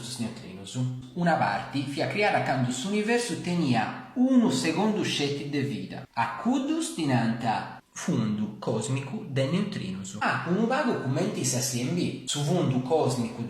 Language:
Sardinian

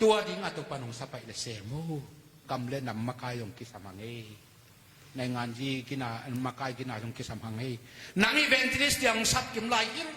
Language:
Tedim Chin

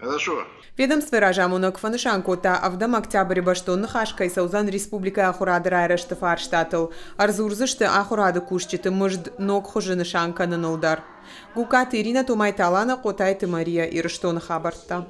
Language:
Ossetic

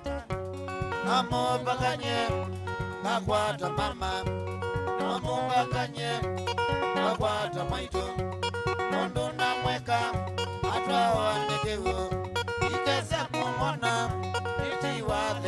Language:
Kamba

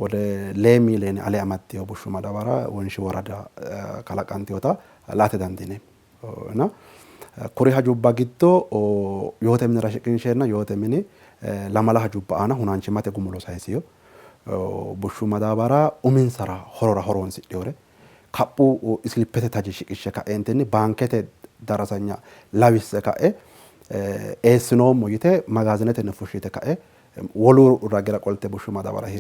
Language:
Sidamo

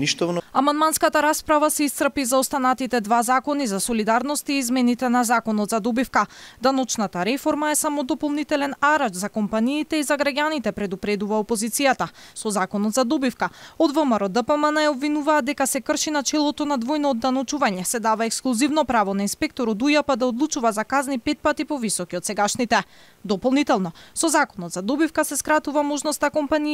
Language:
Macedonian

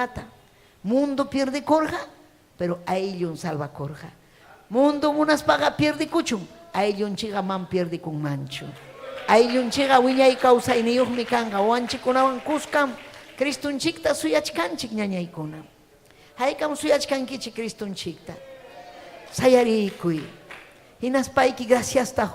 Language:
Ayacucho Quechua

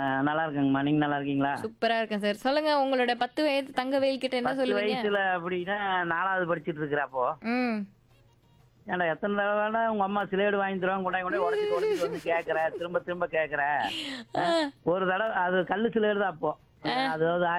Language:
Tamil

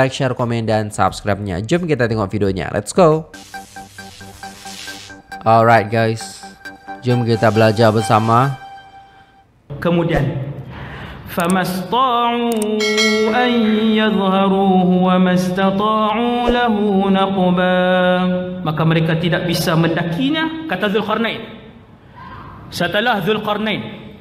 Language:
Malay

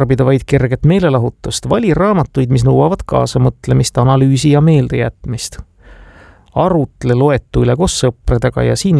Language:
Estonian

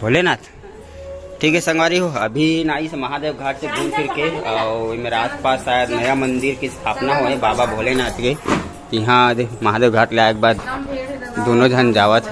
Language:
Chhattisgarhi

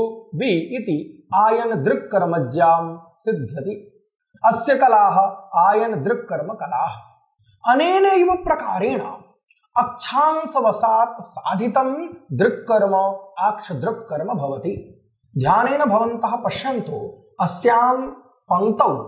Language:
Sanskrit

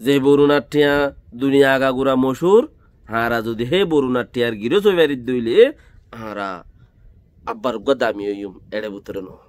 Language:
Rohingya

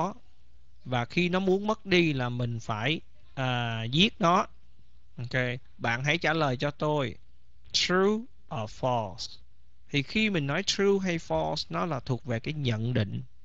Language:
Vietnamese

